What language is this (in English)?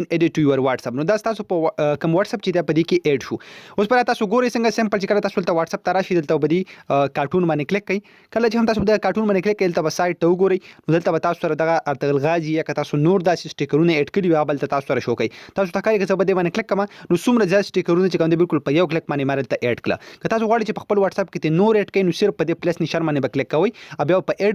Pashto